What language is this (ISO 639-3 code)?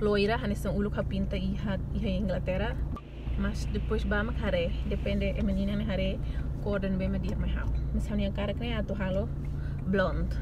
tet